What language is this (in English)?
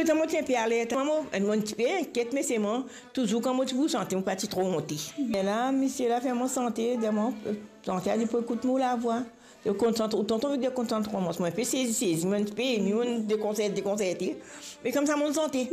Morisyen